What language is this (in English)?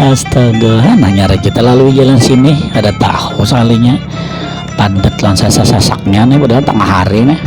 Banjar